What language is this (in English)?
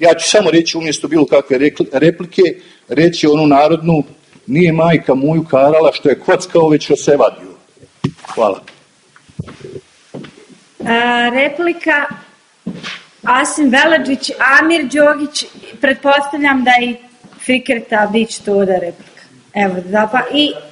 Bosnian